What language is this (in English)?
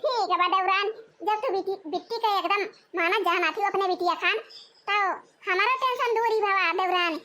Awadhi